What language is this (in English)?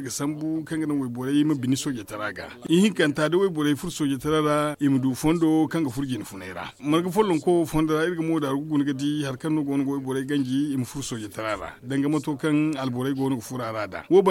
Zarma